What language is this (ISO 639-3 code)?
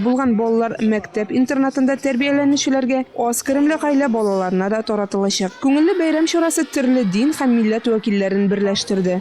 tat